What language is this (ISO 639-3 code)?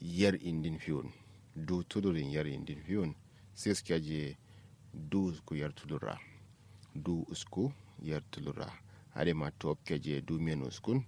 kau